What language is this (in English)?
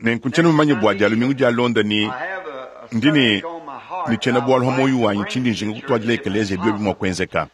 Luba-Lulua